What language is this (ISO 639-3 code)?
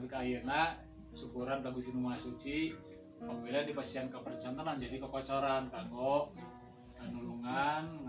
sun